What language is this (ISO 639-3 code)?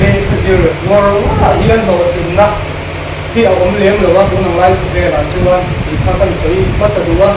lus